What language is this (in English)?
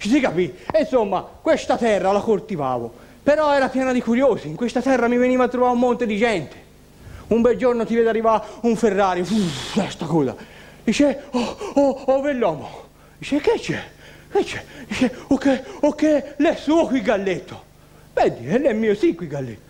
Italian